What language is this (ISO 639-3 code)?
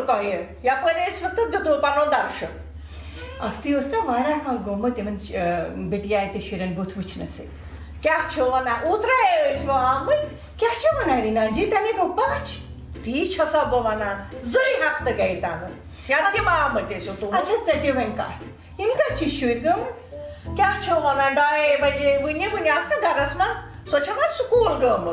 kas